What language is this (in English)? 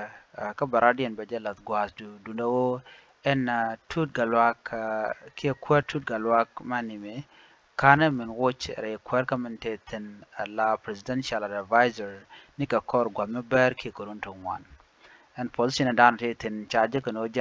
Nuer